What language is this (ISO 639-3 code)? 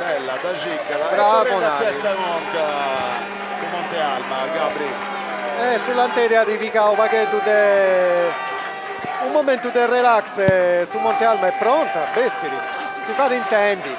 srd